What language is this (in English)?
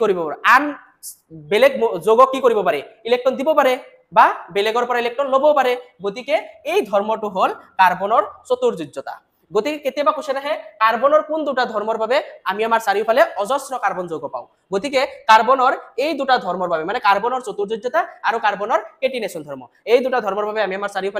Assamese